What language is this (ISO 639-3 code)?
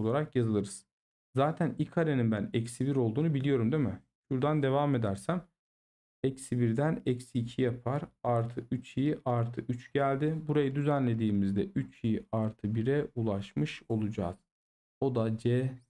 tur